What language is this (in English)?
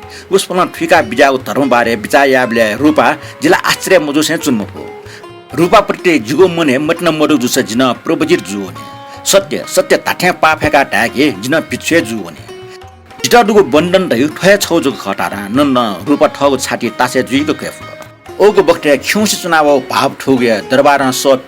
Newari